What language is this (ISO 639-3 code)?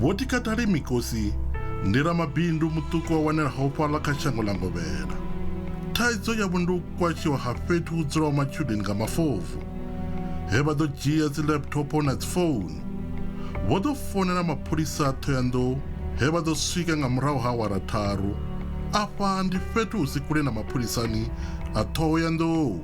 ven